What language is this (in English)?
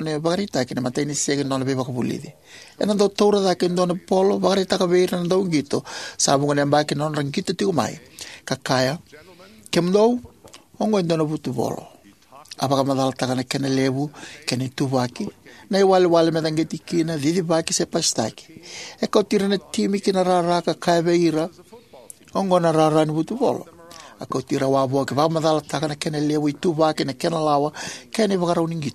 Fijian